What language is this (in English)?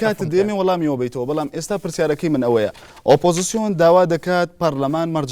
Central Kurdish